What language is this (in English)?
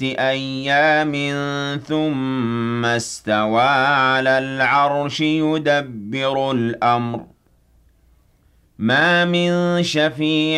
Arabic